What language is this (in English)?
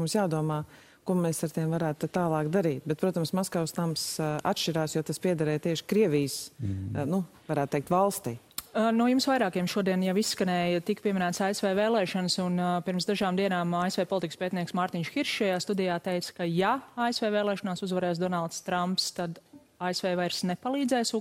Latvian